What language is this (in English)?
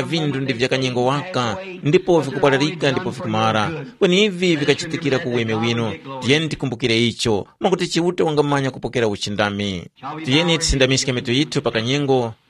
Tumbuka